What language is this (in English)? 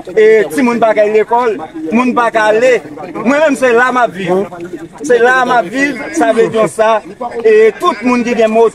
Haitian Creole